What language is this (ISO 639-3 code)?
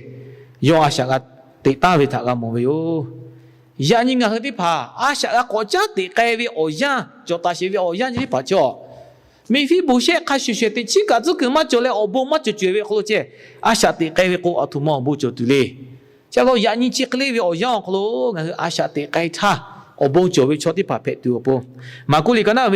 lhu